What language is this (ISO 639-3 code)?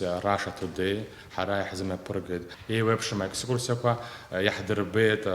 abk